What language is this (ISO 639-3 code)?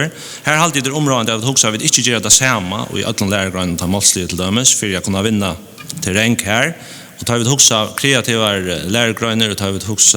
fao